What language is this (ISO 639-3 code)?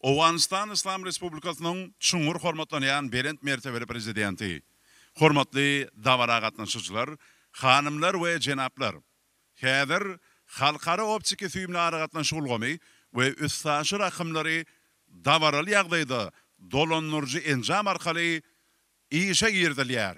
tuk